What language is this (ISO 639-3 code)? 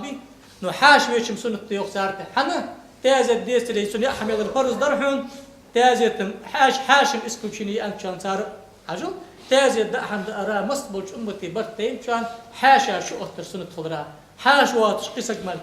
inh